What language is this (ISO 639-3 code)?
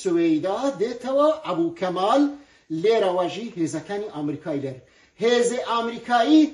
kur